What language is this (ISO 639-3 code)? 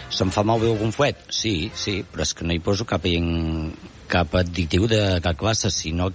cat